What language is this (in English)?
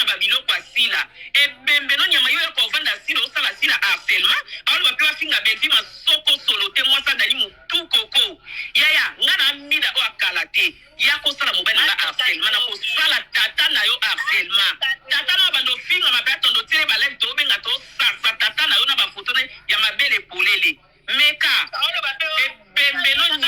Lingala